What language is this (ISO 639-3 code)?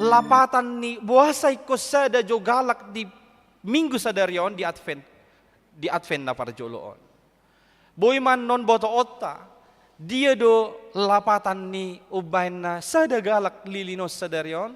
bbc